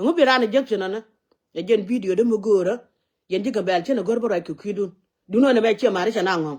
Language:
Nuer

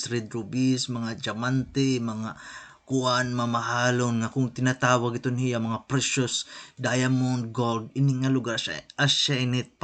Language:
Waray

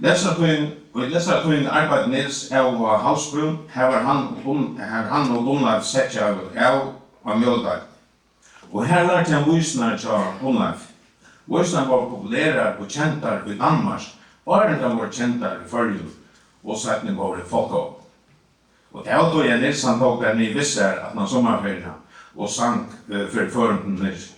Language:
Faroese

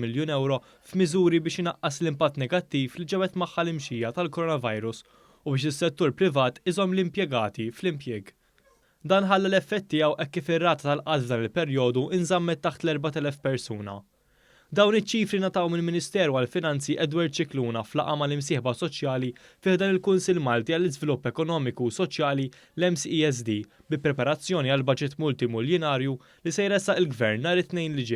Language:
Maltese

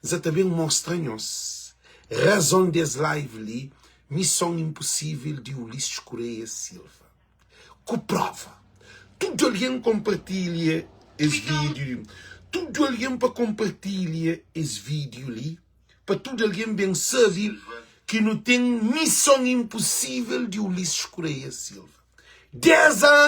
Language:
Kabuverdianu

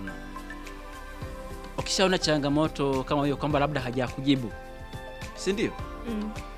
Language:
Swahili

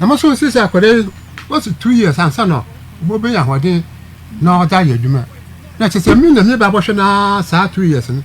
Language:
Akan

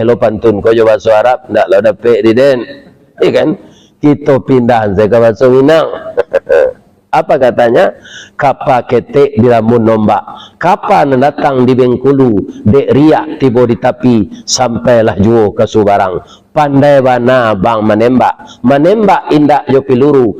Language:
Minangkabau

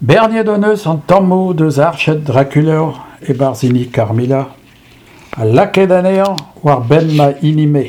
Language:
Breton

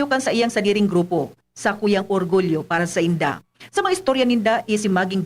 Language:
Bikol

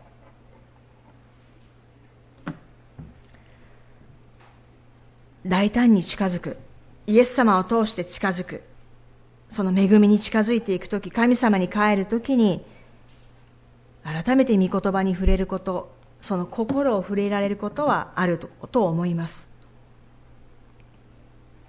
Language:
Japanese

